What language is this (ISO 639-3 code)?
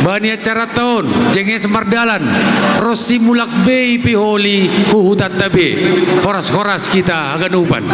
bts